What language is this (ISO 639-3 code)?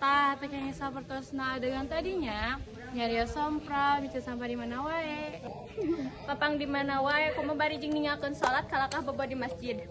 sun